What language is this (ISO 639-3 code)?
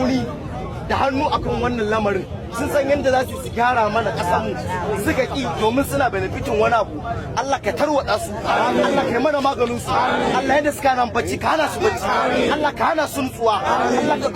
hau